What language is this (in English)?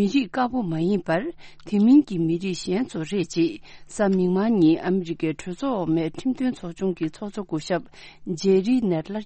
Tibetan